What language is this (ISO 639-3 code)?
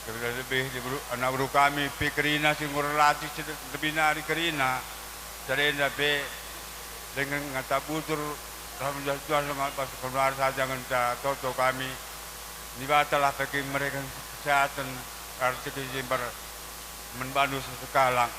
btx